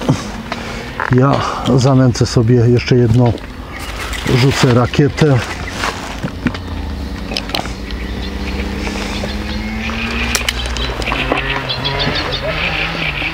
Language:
Polish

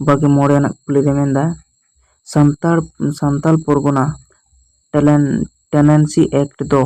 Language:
Santali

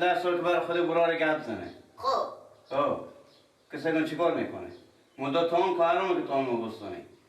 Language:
Persian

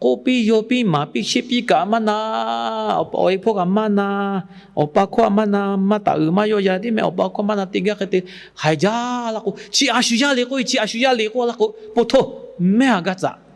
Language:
Lahu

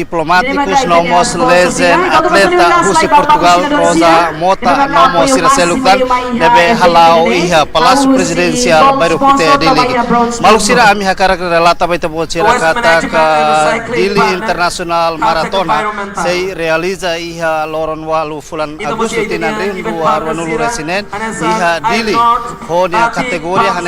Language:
Tetum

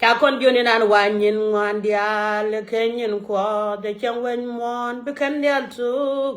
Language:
Nuer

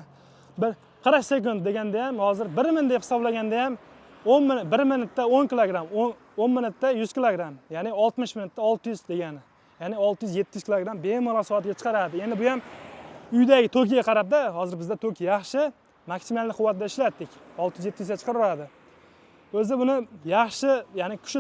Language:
Uzbek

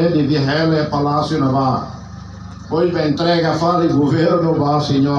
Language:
Tetum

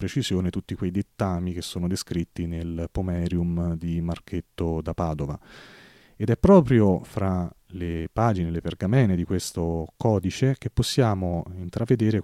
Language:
Italian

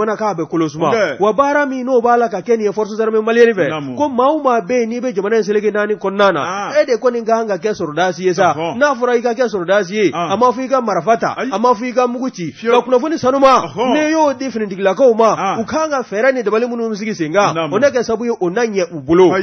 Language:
Bambara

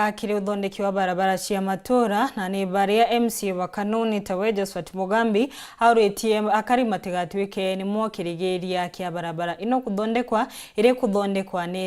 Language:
Meru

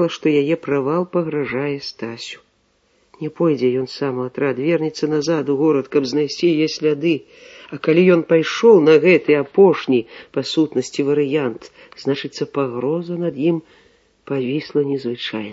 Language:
Belarusian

